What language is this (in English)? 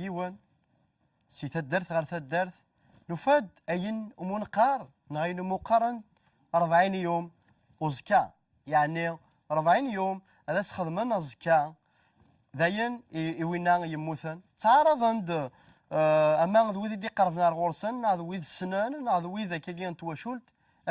Kabyle